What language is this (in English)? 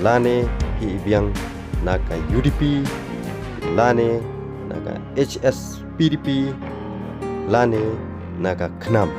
Khasi